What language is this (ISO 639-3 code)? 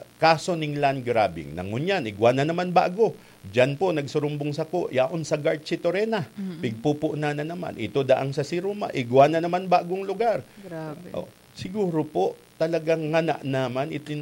bik